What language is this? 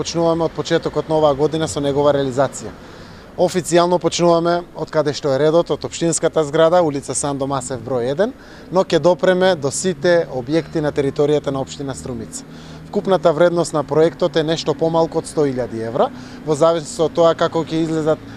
Macedonian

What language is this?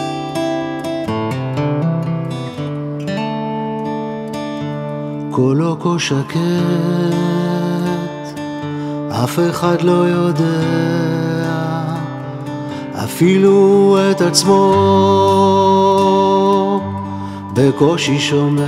Hebrew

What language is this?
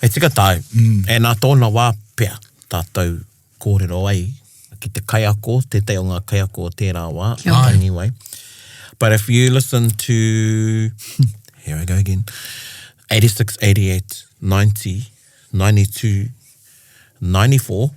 Māori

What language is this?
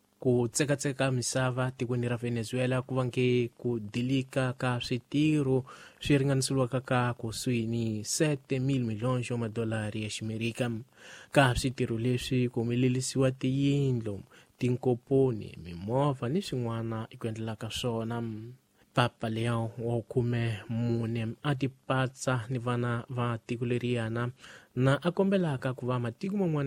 Tsonga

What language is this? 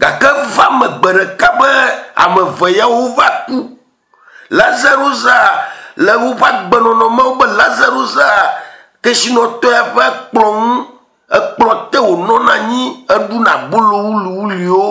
Ewe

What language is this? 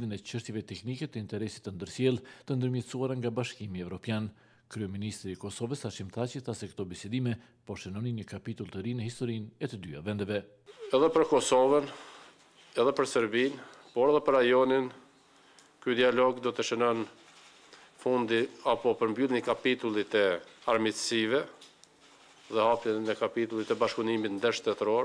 Albanian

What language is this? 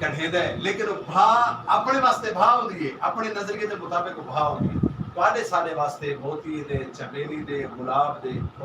Saraiki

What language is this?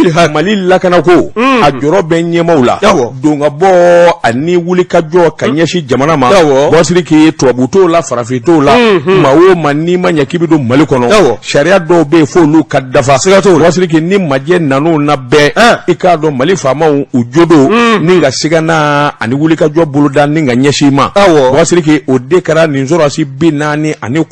Bambara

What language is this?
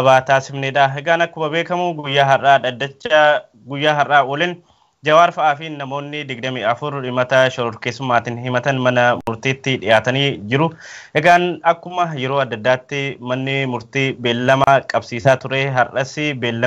Oromo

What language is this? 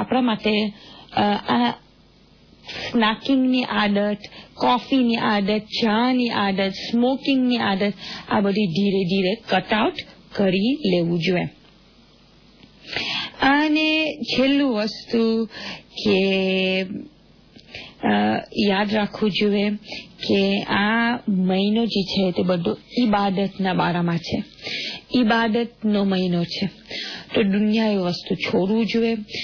Gujarati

